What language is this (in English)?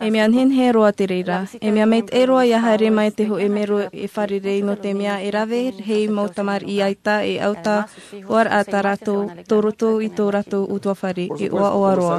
Tahitian